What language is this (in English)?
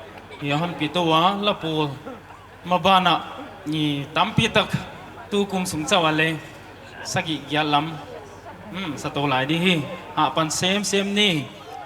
Paite Chin